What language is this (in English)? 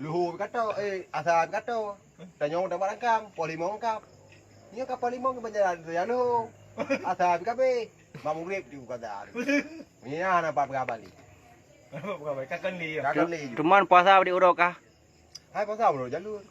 Achinese